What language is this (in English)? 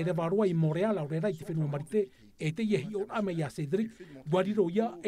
Tahitian